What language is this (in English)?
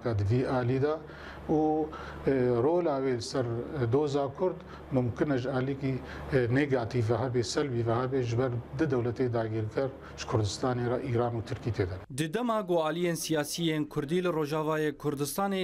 Kurdish